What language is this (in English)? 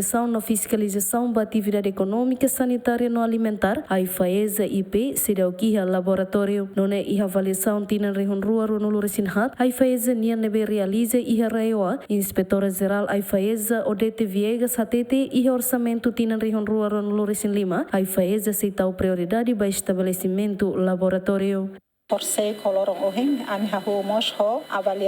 Tetum